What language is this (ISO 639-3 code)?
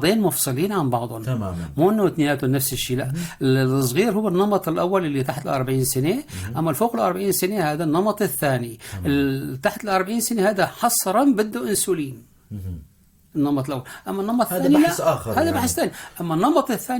apc